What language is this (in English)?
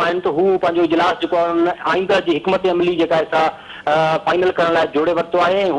Sindhi